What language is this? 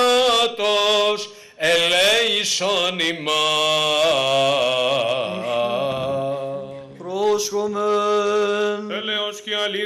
Greek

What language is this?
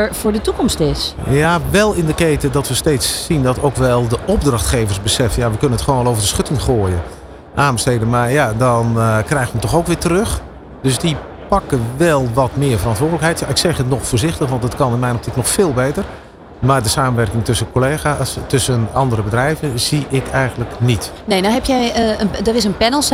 Dutch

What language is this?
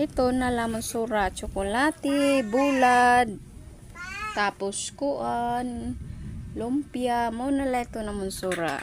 Waray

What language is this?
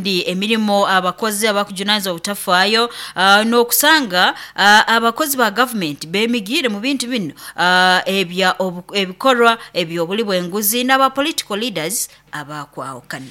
Nyoro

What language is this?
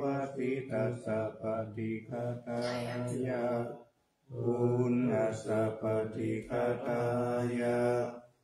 Pali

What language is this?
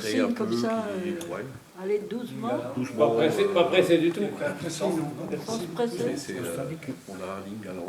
Breton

